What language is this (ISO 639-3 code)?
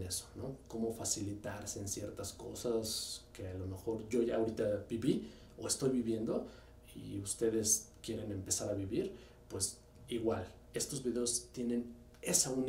spa